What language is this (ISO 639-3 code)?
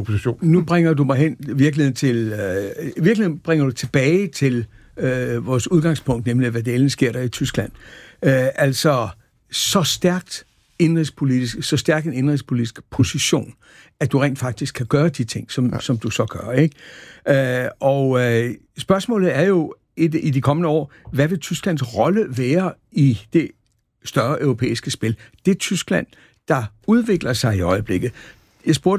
dan